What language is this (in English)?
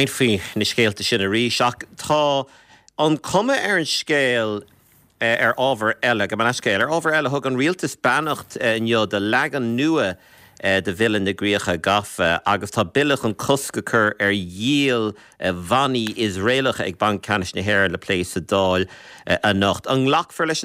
Irish